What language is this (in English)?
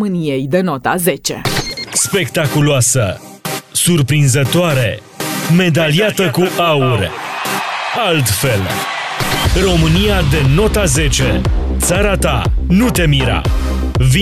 Romanian